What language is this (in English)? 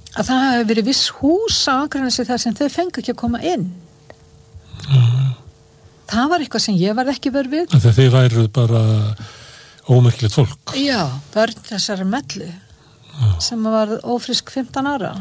Icelandic